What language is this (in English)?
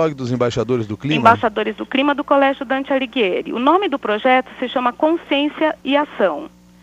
Portuguese